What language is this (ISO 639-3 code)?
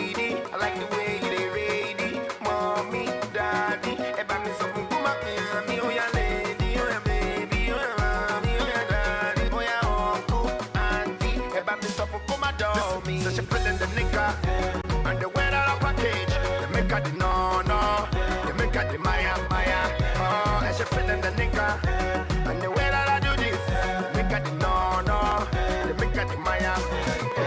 pcm